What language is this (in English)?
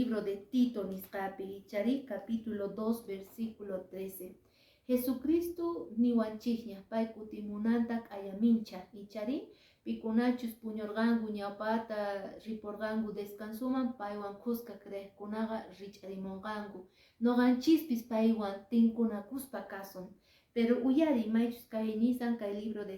Quechua